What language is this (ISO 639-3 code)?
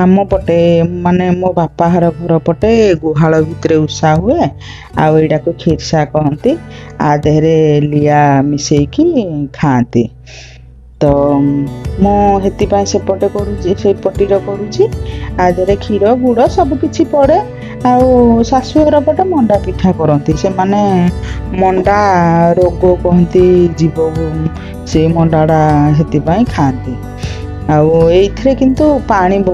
ori